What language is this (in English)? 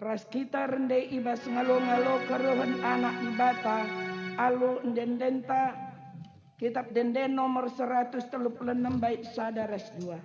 Batak Karo